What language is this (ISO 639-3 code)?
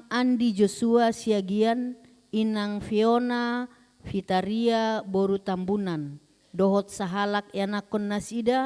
bbc